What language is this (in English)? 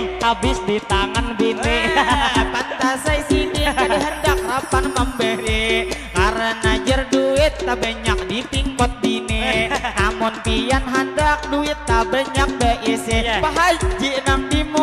Banjar